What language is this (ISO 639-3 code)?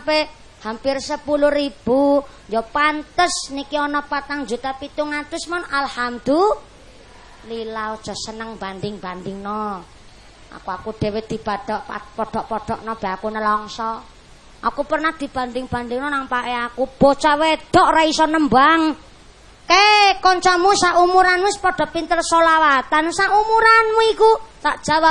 jav